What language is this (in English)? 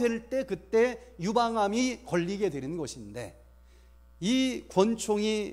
Korean